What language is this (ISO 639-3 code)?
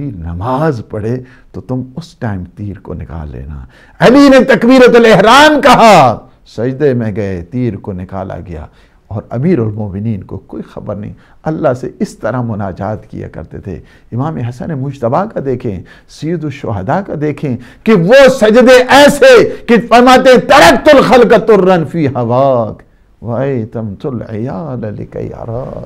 urd